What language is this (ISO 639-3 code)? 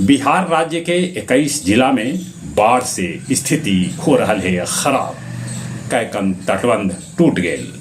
mag